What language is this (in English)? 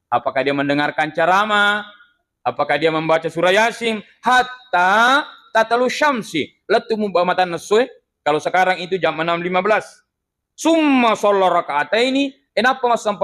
Buginese